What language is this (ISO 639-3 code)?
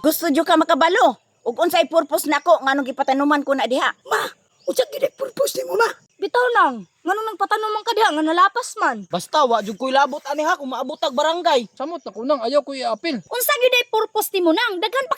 ceb